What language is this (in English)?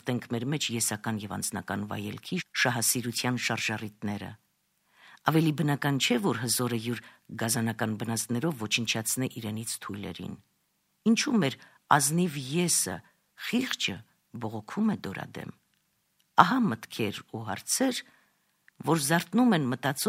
Armenian